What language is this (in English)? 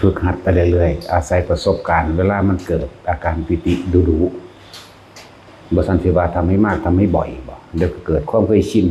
Lao